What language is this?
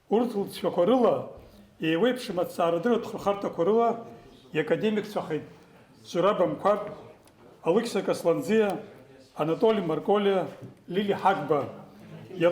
Abkhazian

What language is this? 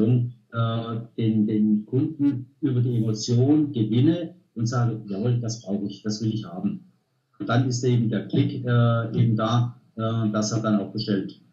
German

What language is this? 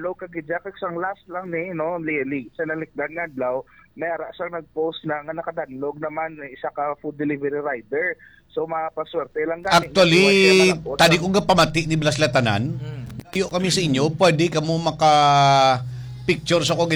Hiligaynon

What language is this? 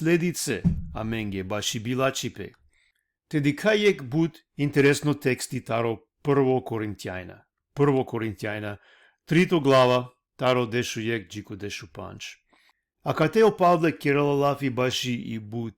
Balkan Romani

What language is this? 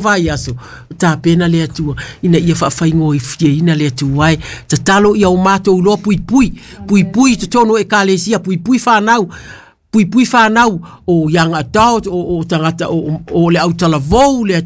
Samoan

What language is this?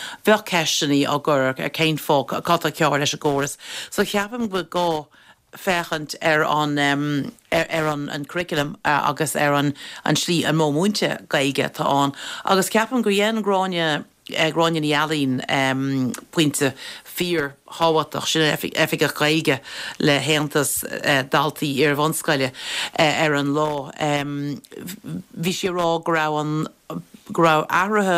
Irish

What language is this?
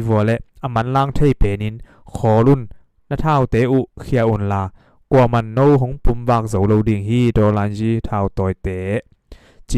Tedim Chin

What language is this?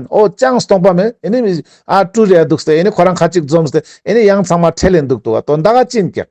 Ladakhi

